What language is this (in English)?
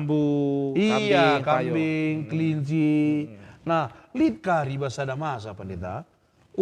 Batak Karo